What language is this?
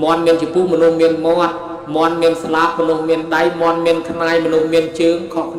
Khmer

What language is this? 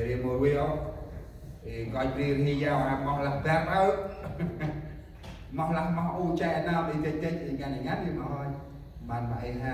Central Mnong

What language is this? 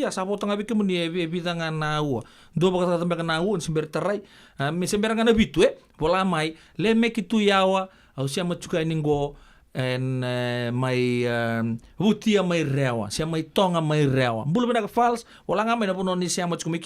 Fijian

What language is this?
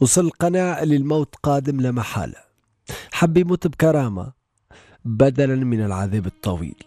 Tunisian Arabic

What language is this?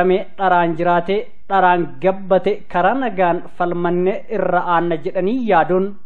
Oromo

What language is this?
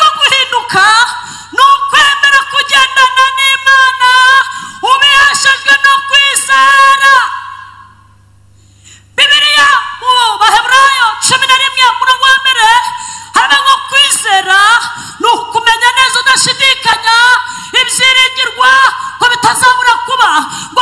Kinyarwanda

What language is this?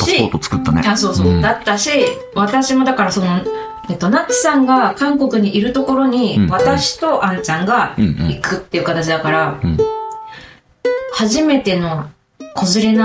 Japanese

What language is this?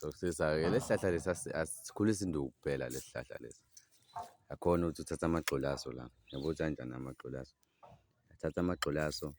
Zulu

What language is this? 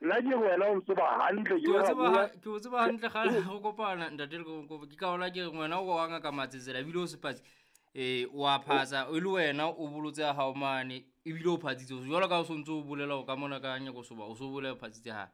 Southern Sotho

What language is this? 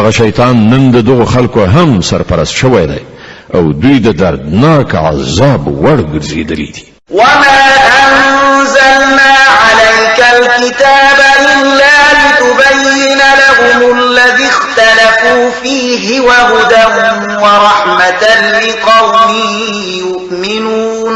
Pashto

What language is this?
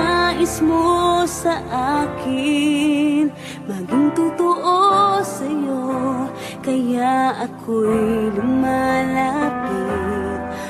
Filipino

